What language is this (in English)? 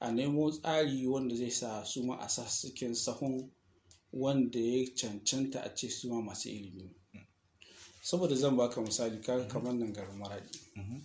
Hausa